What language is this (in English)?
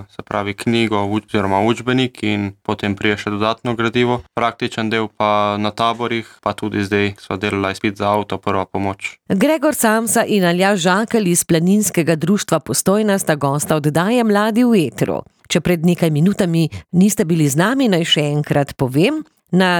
Slovenian